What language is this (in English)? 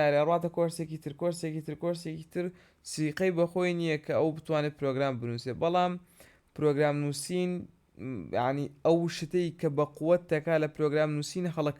Central Kurdish